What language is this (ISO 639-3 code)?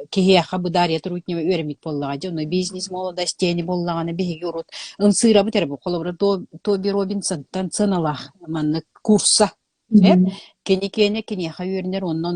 sah